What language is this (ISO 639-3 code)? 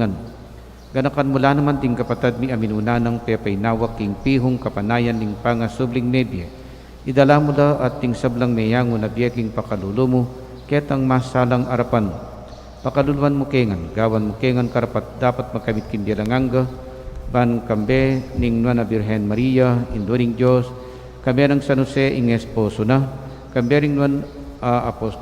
pam